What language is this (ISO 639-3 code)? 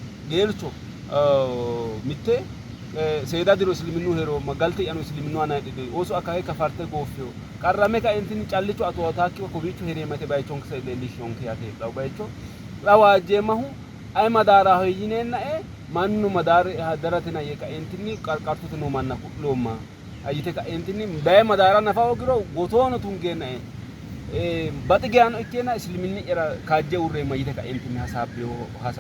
sid